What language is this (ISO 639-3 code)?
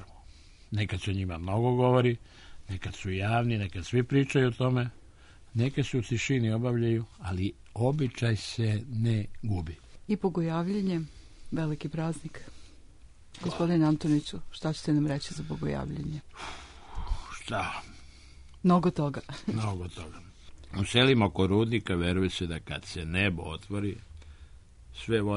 srp